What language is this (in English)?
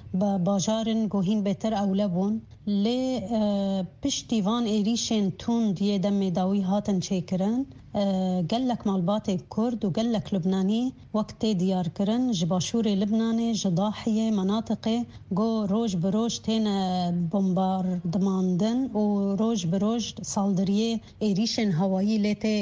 Kurdish